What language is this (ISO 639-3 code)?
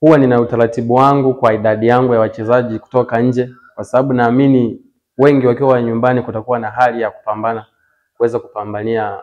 swa